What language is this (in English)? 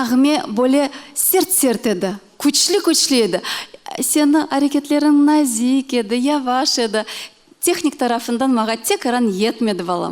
Crimean Tatar